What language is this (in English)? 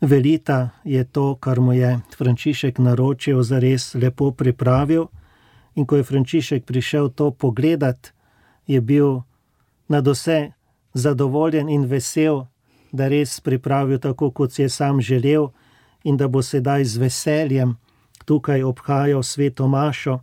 Slovenian